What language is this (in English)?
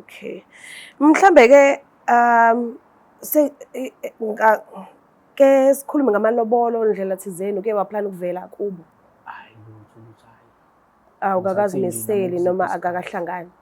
Zulu